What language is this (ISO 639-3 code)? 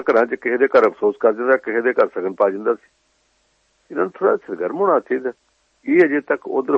pan